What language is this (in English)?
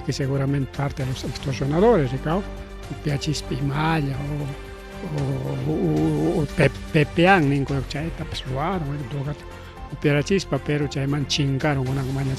Ayacucho Quechua